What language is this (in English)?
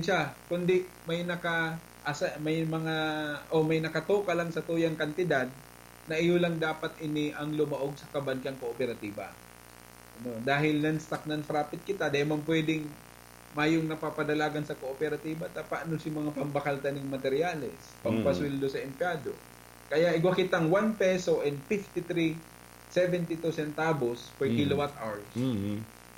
Bikol